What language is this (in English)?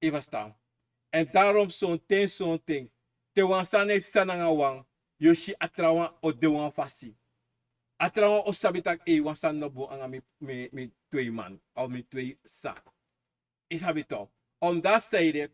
Sranan Tongo